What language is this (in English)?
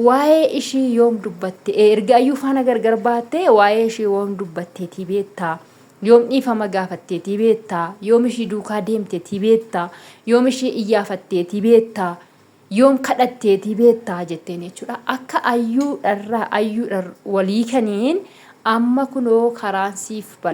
Oromo